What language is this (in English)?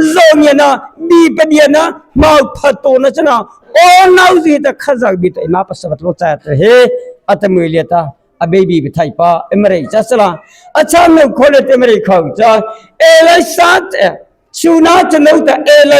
Mara Chin